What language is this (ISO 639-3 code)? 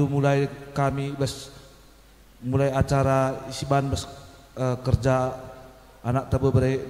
btx